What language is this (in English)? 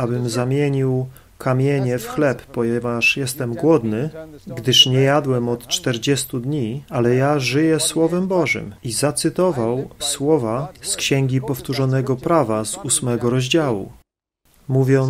Polish